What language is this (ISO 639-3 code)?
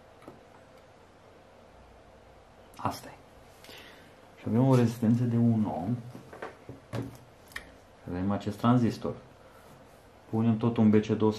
ron